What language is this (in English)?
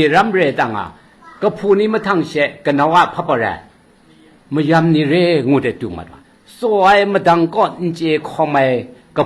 Kachin